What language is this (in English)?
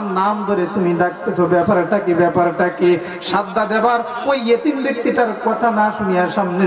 Bangla